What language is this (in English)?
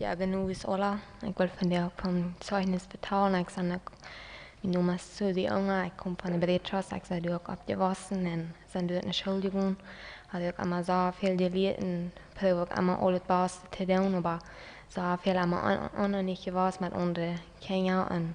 Plautdietsch